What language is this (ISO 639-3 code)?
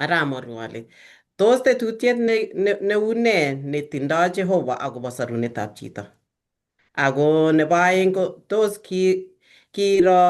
kln